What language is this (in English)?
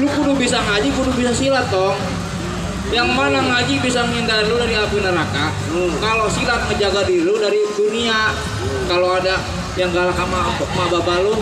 Betawi